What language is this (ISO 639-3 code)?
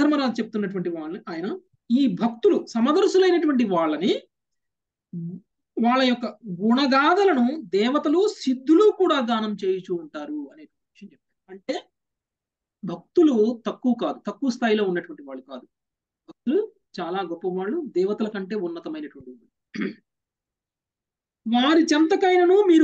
tel